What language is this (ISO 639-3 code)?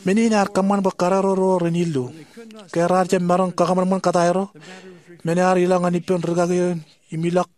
mah